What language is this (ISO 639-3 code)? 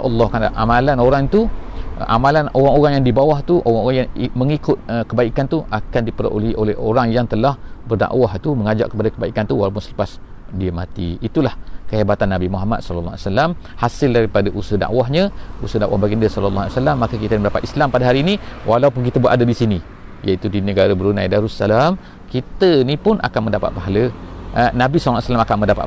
msa